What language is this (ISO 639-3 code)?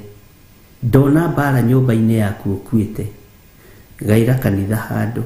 kik